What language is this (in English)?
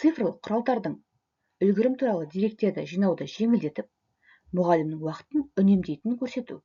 Kazakh